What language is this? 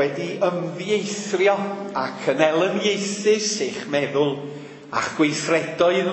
Welsh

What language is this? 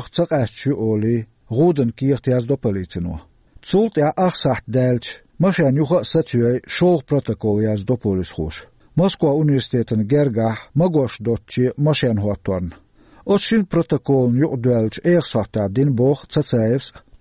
Chechen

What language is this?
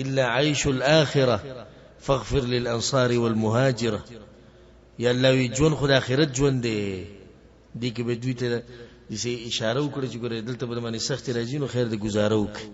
Pashto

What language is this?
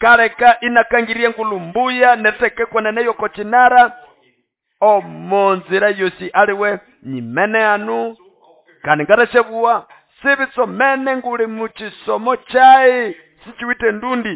Nande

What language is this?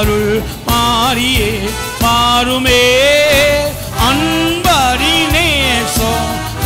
Tamil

